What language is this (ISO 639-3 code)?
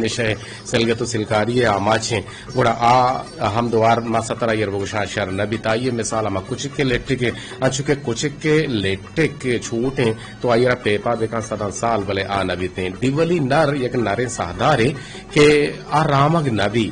bgp